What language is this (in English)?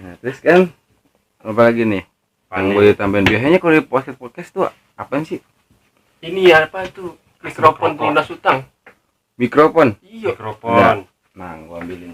Betawi